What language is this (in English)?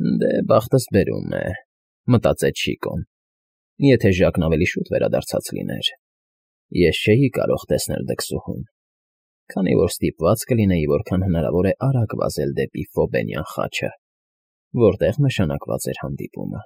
Armenian